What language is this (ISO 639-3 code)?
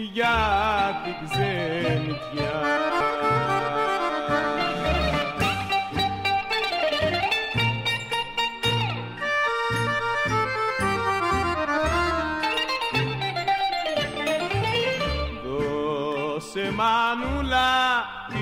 ell